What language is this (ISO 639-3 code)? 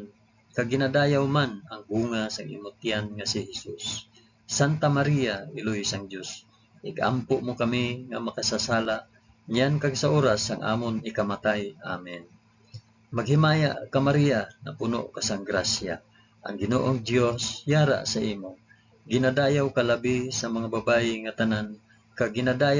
hil